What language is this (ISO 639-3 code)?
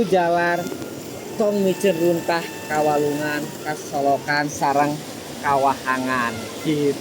sun